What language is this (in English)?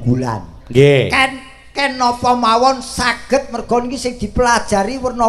Javanese